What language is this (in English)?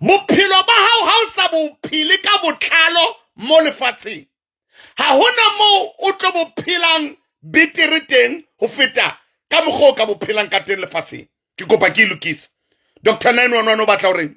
Southern Sotho